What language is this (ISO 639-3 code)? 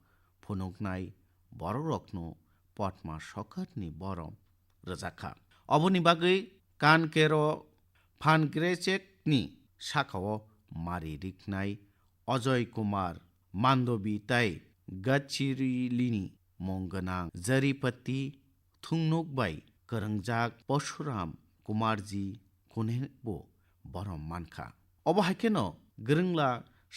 trp